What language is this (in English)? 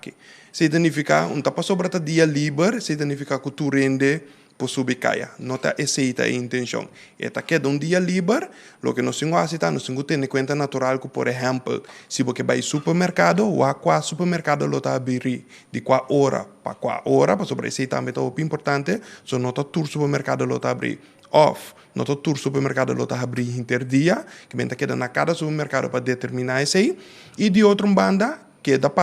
Papiamento